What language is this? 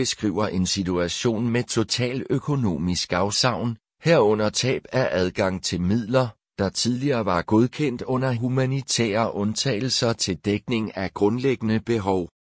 Danish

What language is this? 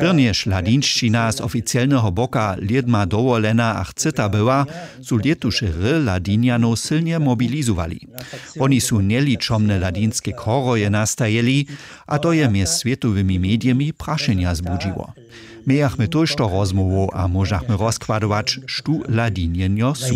Upper Sorbian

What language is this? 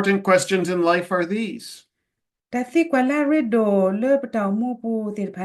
S'gaw Karen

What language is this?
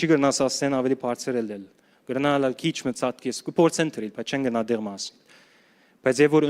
Western Armenian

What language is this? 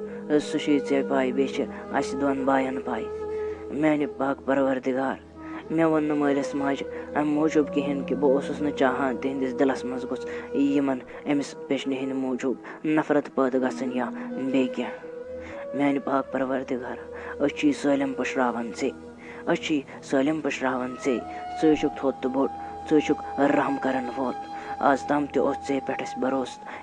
Kashmiri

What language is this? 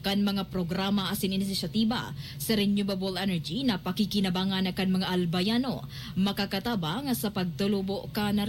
Bikol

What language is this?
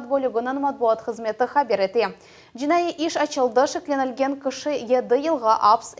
Crimean Tatar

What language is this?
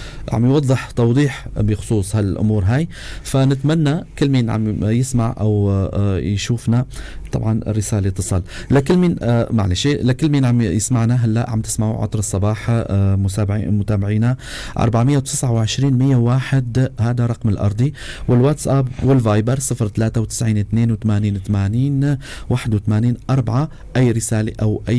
North Levantine Arabic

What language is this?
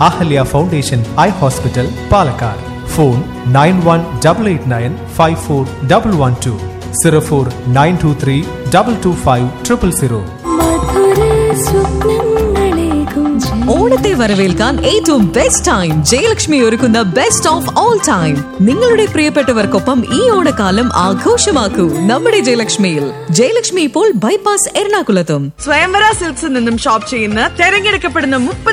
Malayalam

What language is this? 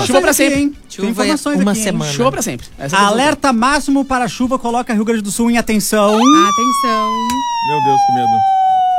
Portuguese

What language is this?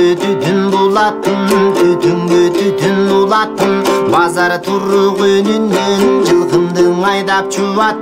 Kyrgyz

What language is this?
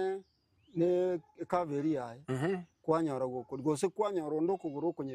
Gusii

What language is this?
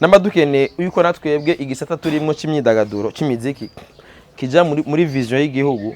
Rundi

